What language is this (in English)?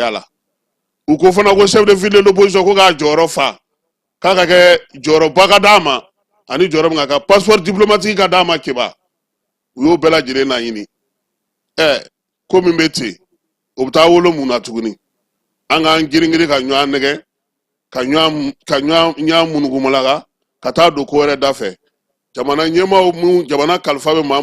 Bambara